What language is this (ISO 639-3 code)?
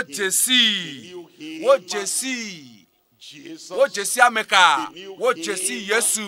ewe